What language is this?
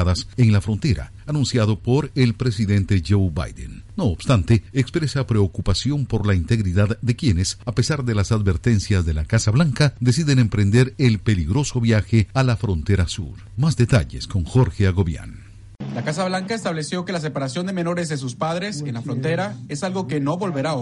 Spanish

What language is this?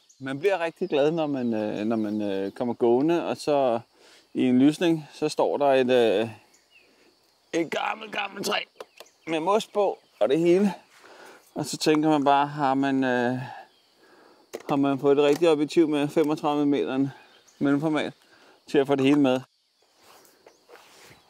Danish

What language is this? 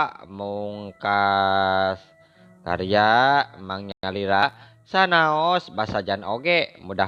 Sundanese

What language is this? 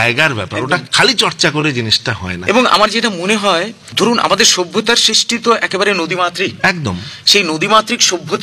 Bangla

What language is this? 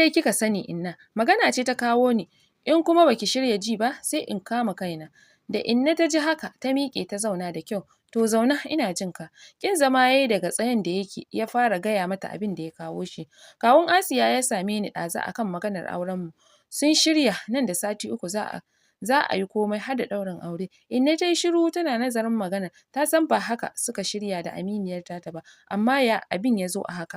Hausa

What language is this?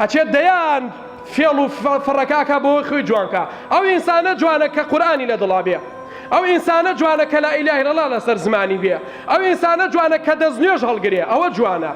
Central Kurdish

